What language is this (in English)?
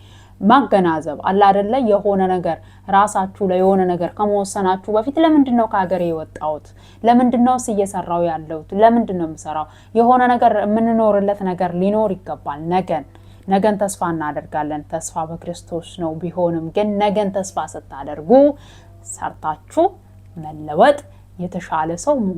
Amharic